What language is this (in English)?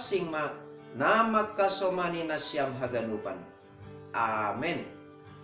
Batak Simalungun